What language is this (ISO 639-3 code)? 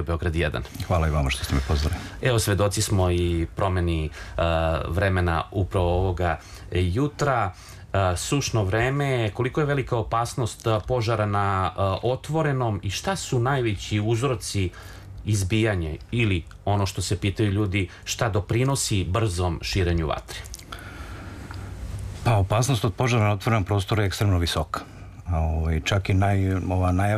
srp